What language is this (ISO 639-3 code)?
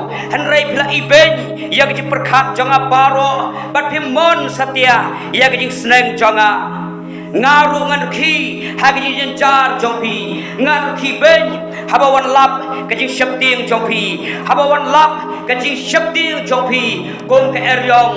kha